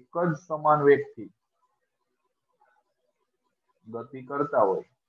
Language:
Gujarati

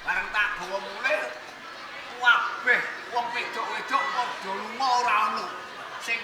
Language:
Javanese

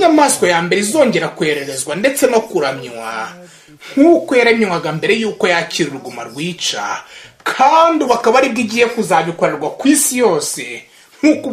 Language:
Kinyarwanda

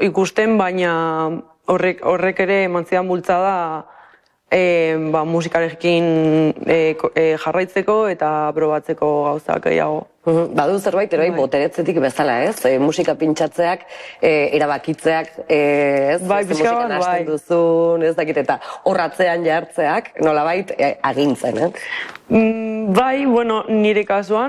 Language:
Basque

